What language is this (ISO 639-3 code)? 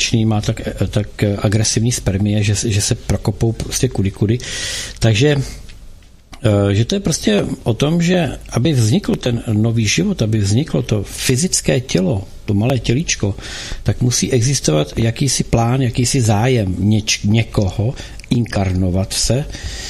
ces